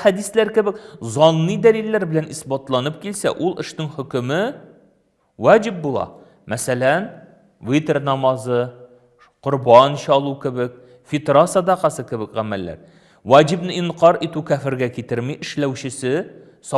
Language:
Tatar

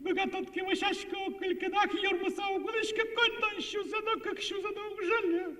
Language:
Udmurt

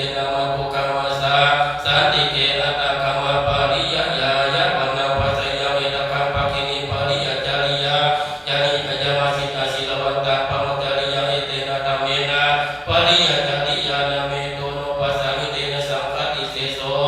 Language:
Pali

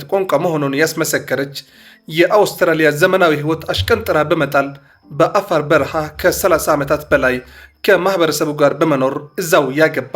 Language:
Amharic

